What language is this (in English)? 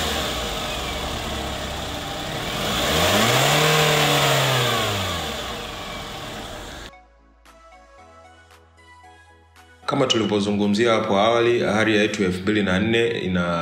Swahili